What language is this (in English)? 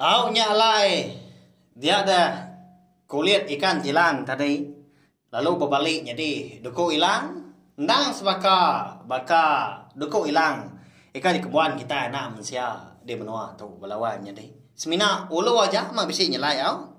Iban